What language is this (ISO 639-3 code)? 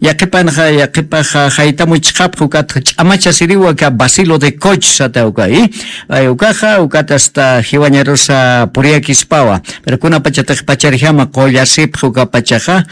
aym